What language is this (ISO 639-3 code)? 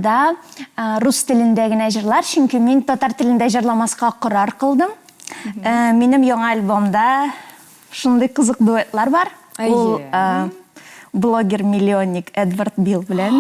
tat